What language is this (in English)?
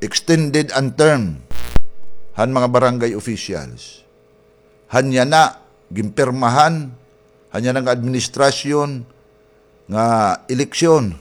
Waray